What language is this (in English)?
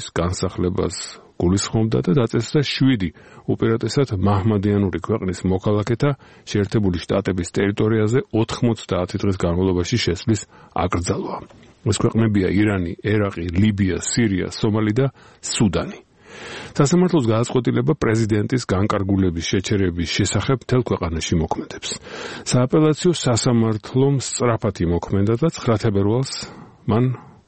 Georgian